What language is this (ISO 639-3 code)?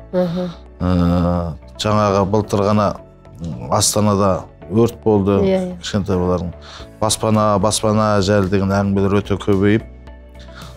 kaz